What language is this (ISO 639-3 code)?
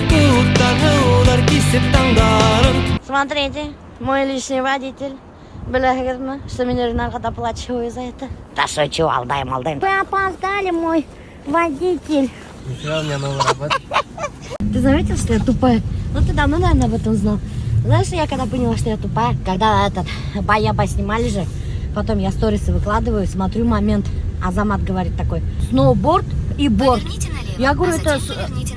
bak